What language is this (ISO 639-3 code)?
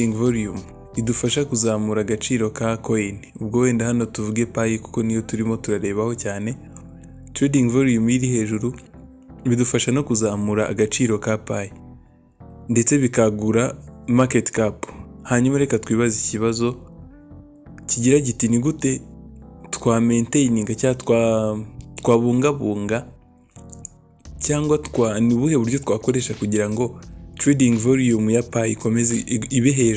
kin